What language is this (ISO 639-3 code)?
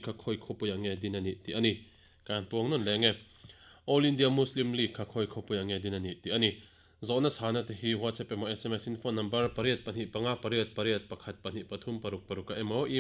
lus